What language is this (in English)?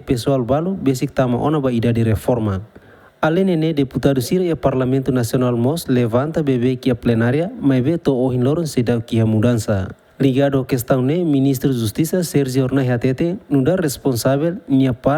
Tetum